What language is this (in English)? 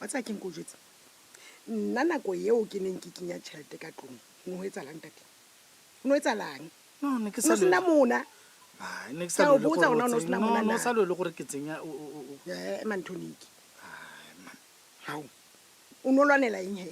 Tswana